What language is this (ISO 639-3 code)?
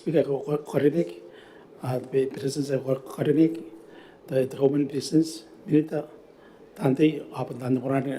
gil